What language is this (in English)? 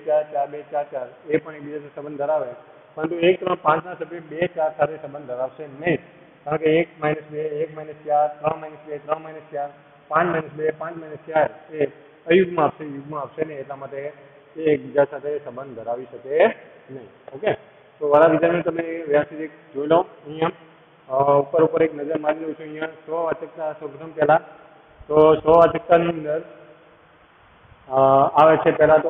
Gujarati